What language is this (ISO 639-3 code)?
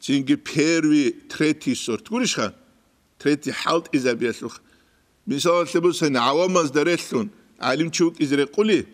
ava